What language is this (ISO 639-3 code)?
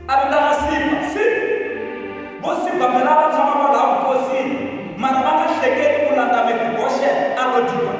tso